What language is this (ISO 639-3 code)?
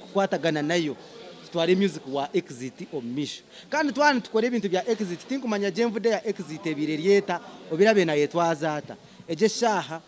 nyn